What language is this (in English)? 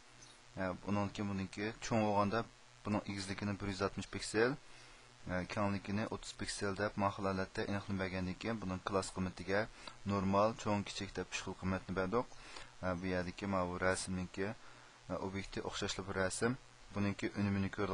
Uyghur